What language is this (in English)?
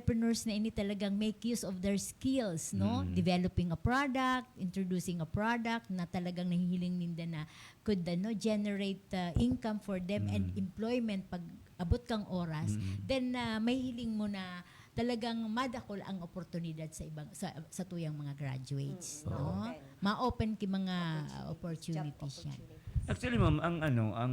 Bikol